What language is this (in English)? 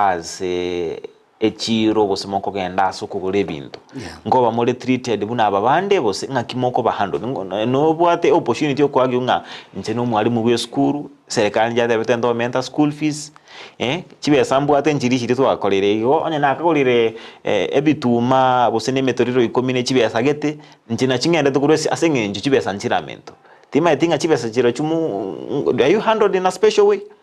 Gusii